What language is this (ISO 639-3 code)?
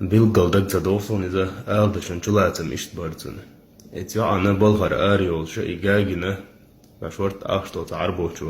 che